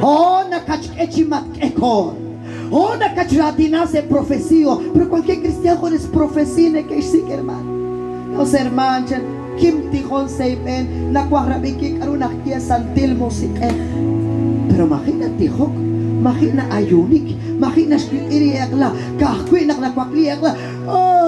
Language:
Kekchí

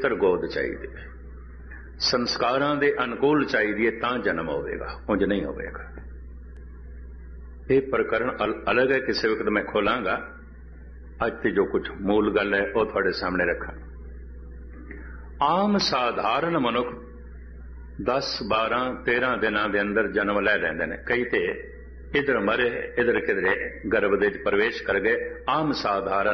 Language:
Punjabi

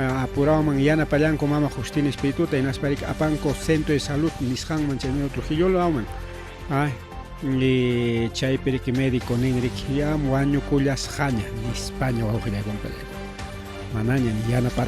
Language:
Ayacucho Quechua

